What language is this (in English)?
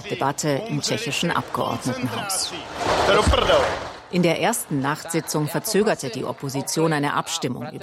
German